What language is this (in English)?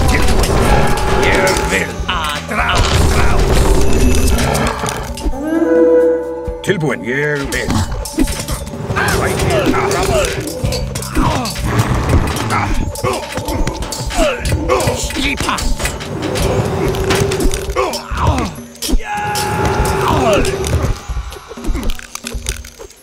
Icelandic